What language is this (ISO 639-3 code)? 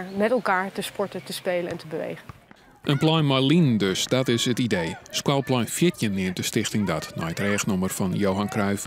fry